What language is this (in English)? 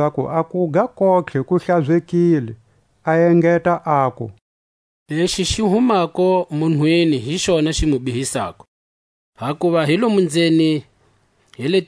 Tswa